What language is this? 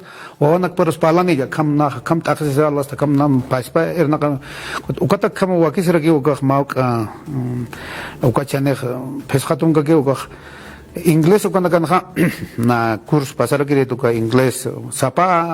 Aymara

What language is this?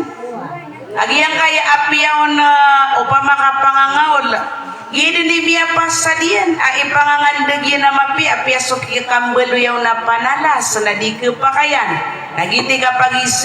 Maranao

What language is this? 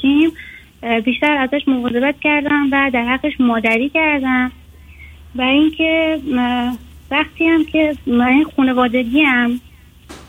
Persian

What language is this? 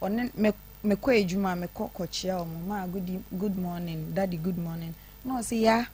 Akan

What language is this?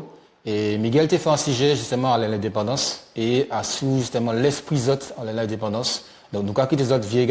Guadeloupean Creole French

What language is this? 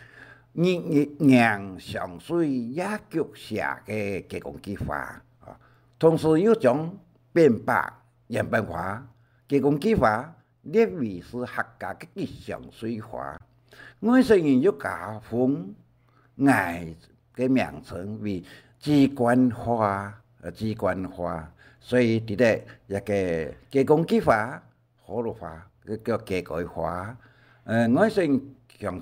Hakka Chinese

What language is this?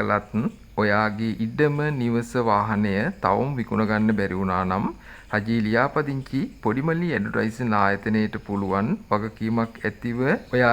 Sinhala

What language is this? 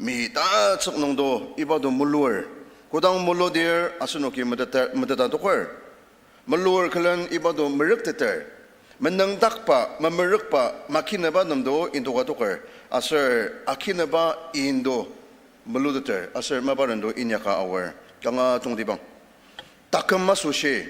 Ao Naga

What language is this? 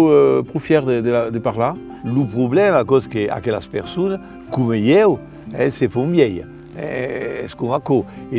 Occitan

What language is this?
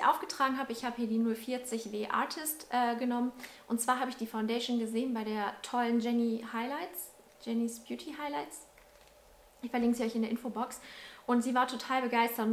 German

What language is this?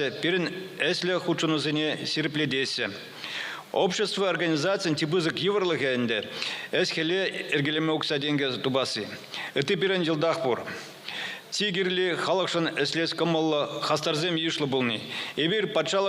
Chuvash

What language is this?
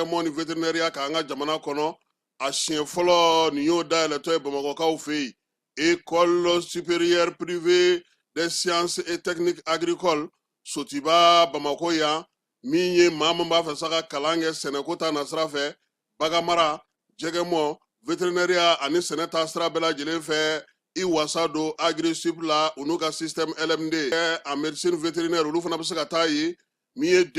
Bambara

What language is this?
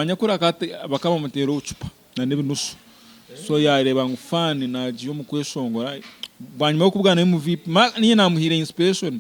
Nyankole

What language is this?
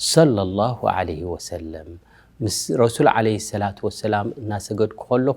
Tigrinya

